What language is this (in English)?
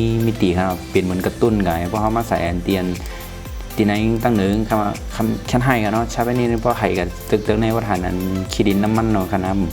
Shan